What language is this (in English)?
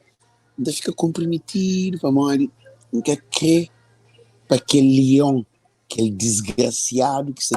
Kabuverdianu